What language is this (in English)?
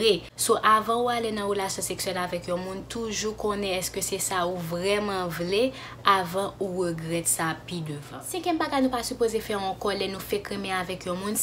Haitian Creole